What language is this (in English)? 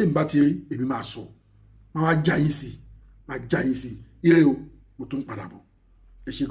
Yoruba